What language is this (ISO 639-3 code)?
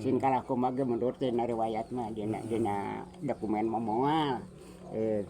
sun